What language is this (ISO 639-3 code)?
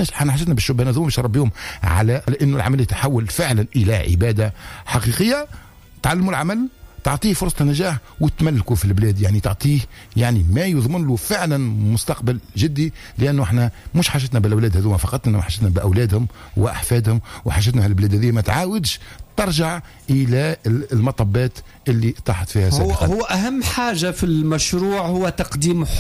aeb